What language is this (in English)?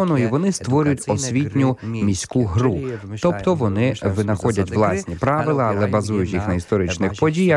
Ukrainian